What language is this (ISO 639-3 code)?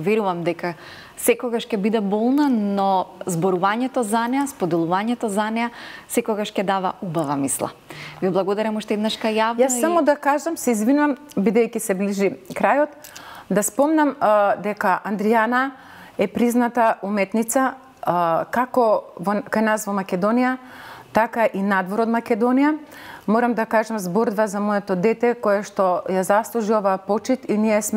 mkd